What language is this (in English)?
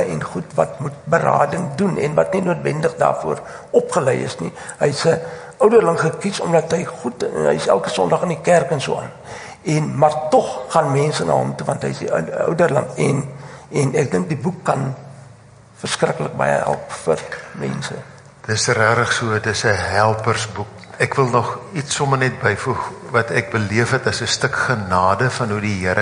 Afrikaans